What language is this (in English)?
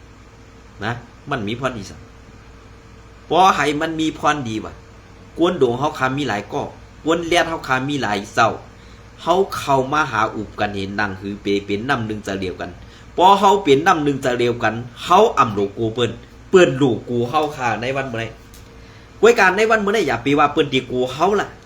Shan